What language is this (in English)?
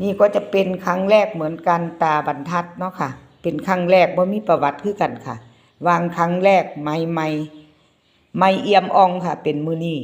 Northeastern Thai